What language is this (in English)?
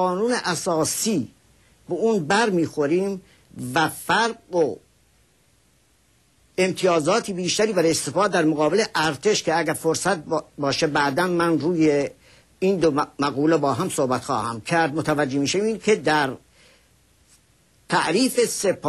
Persian